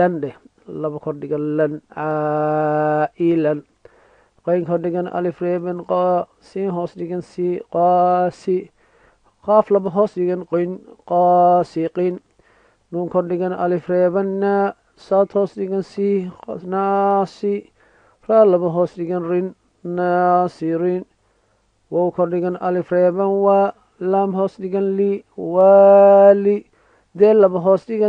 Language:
Somali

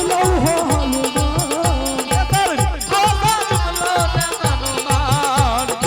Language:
Angika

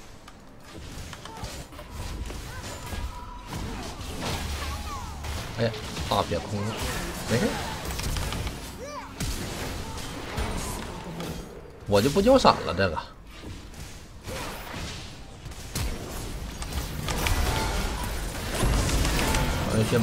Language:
Chinese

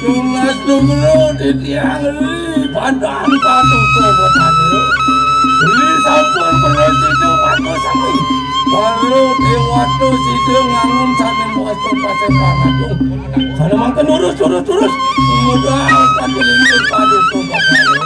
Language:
Balinese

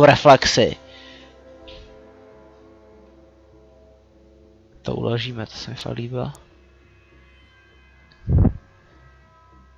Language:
Czech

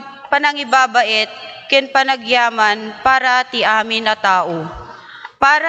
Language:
Iloko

